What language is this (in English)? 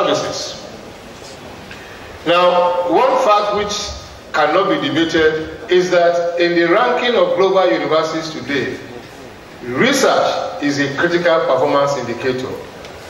English